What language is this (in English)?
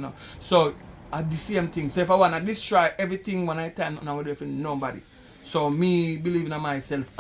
Jamaican Creole English